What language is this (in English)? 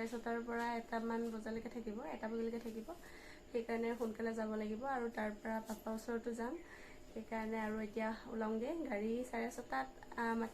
Assamese